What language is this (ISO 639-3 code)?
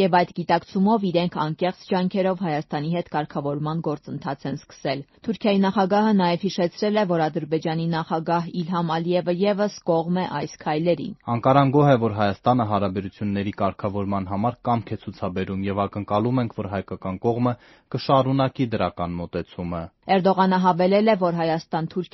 hye